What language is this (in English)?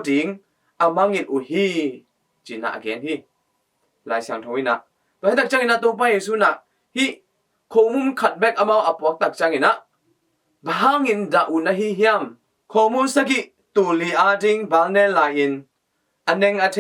Tedim Chin